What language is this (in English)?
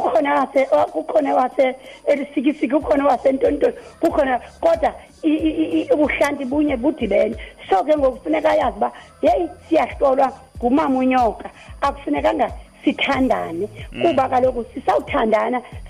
Xhosa